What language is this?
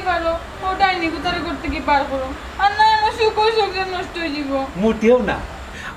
Sylheti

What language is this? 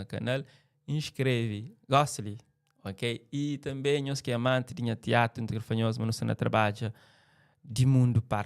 Kabuverdianu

